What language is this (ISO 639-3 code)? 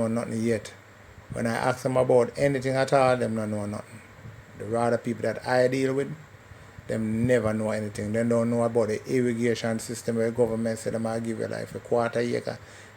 jam